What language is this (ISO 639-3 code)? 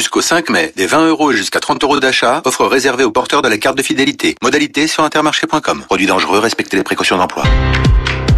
fra